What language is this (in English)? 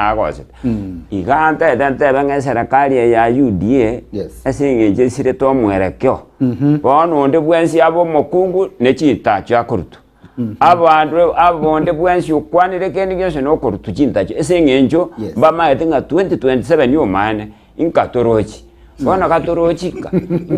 Gusii